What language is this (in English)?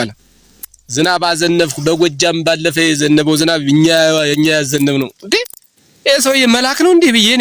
Amharic